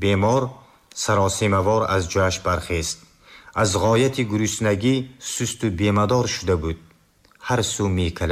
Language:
Tajik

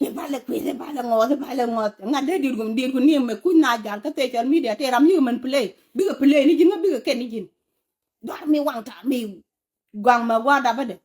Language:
Nuer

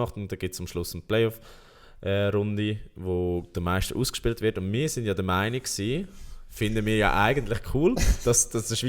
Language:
Swiss German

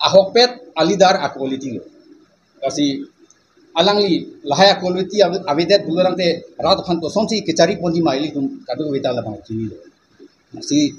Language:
Karbi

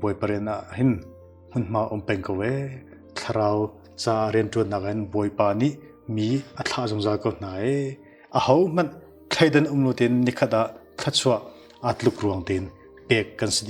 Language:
Hakha Chin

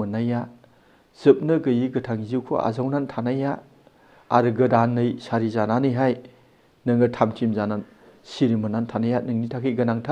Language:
Bodo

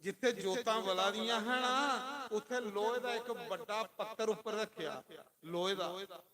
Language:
Dogri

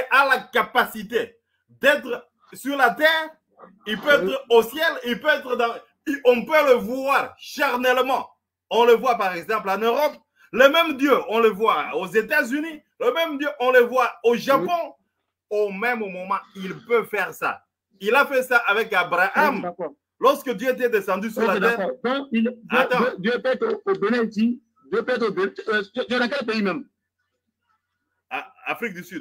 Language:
French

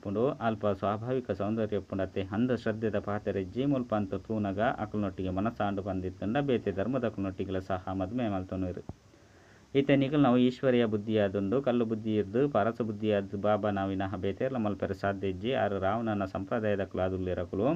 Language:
Tulu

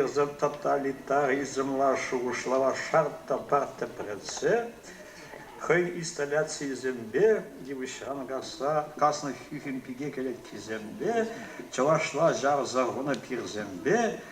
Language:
Chuvash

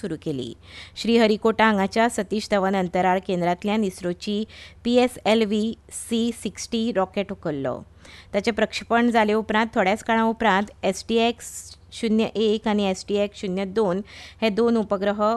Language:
Konkani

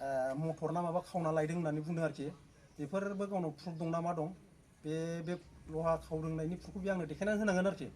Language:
Bodo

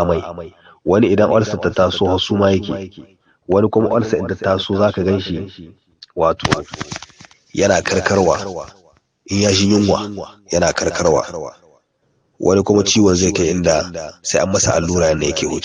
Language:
Hausa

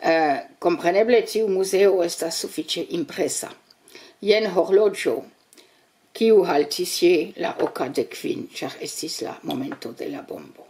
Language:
Esperanto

